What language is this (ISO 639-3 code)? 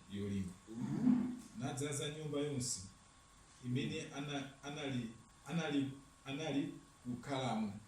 nya